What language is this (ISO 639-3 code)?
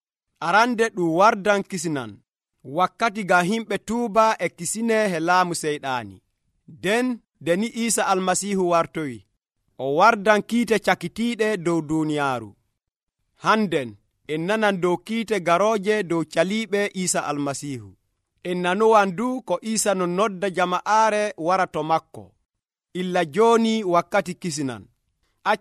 fuv